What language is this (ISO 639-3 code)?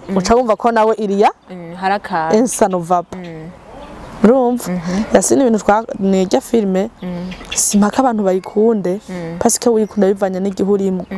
run